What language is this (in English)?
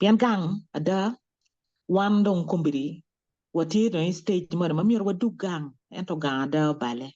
Acoli